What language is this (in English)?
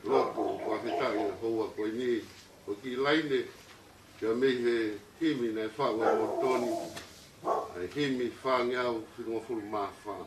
Tongan